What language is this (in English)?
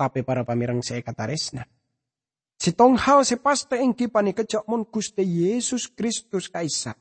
Madurese